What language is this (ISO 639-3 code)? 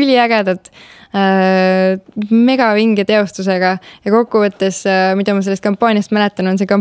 est